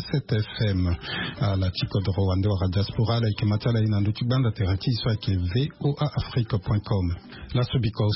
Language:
Sango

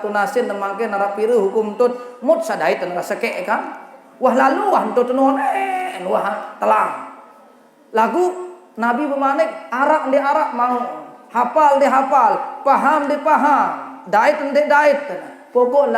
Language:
Sasak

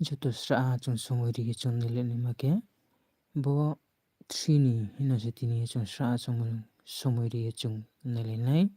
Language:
Riang (India)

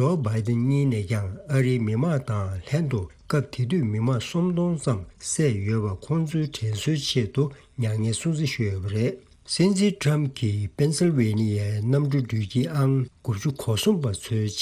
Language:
Tibetan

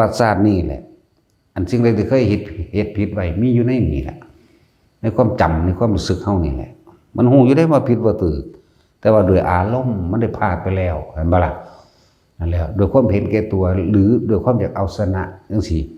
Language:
Lao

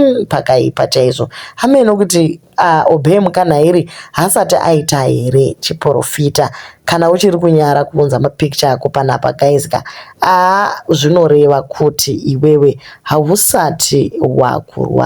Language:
Shona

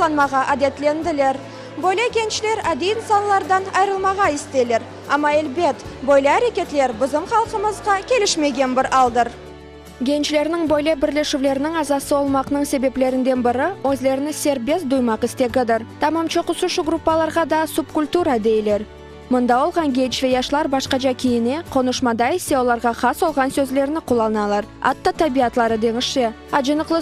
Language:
Crimean Tatar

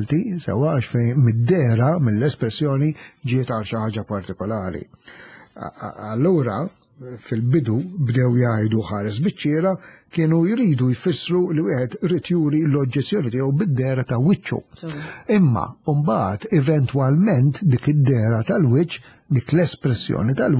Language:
Maltese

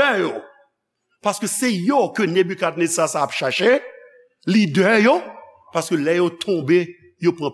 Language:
Haitian Creole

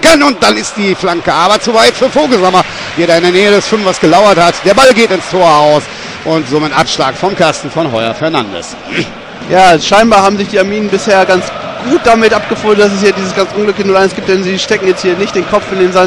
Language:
German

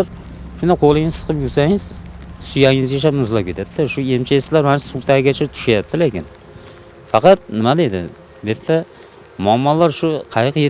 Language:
Uzbek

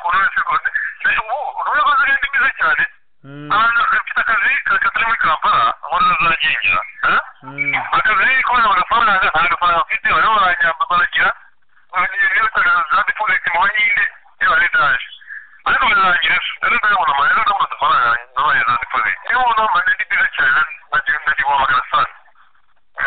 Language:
Kinyarwanda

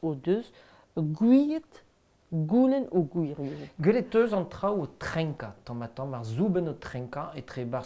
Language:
Breton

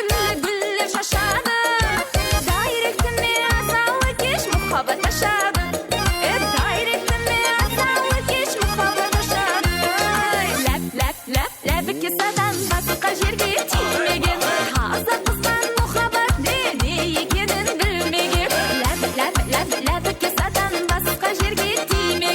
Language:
Kara-Kalpak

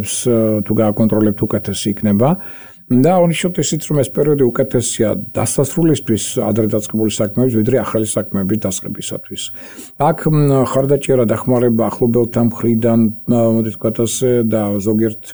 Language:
Georgian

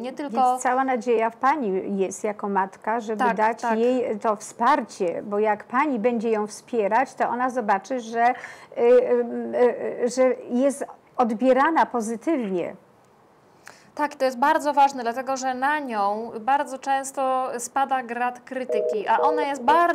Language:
Polish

